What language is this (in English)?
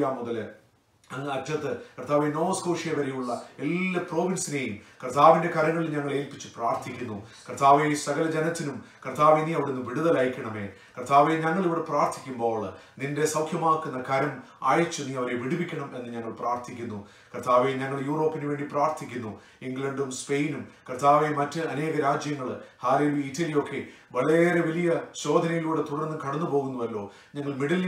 Malayalam